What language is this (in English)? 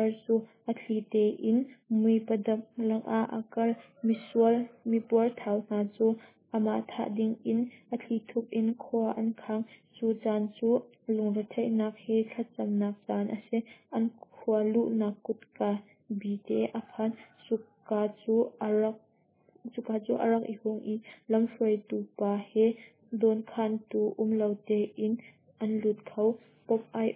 Hakha Chin